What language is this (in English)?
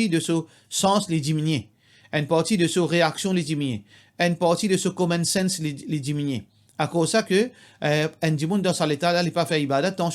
Morisyen